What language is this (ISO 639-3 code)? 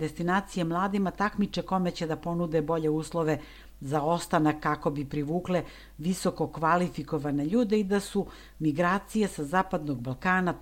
srp